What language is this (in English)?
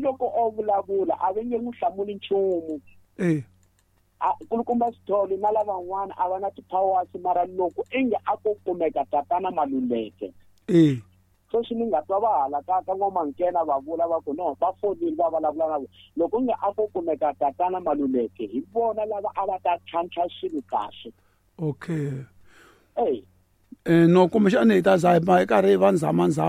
Tsonga